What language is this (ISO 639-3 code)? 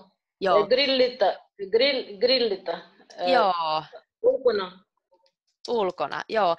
fin